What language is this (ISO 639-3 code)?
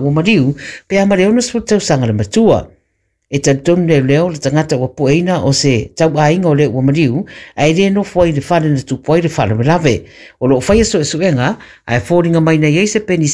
smo